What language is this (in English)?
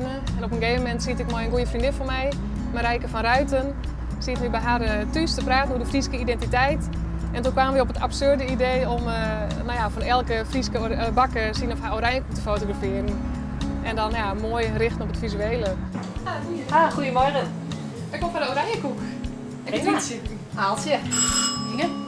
Western Frisian